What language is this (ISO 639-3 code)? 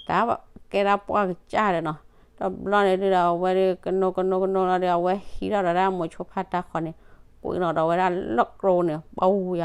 ksw